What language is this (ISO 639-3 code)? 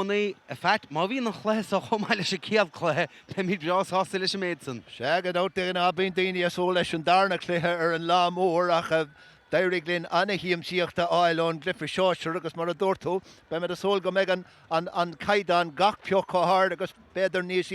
gle